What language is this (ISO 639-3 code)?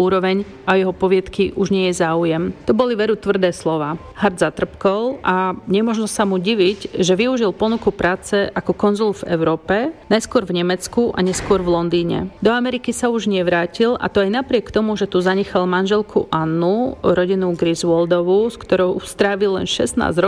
slk